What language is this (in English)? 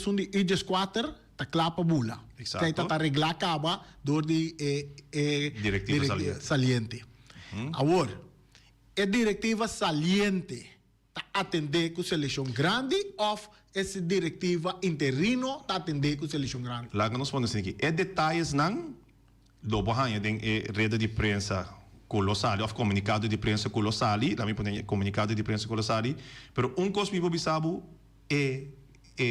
Papiamento